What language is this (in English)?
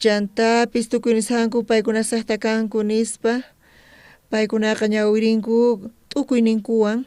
South Bolivian Quechua